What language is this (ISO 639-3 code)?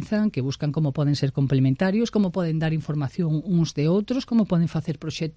glg